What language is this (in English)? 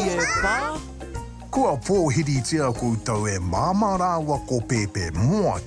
Māori